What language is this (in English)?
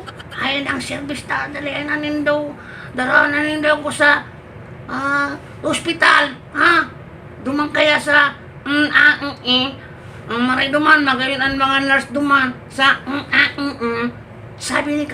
Bikol